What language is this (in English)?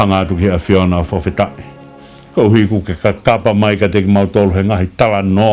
Tongan